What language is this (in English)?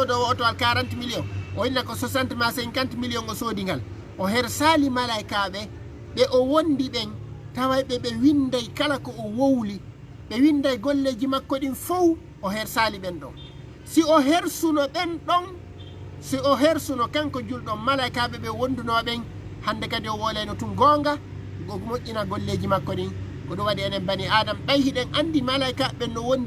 Fula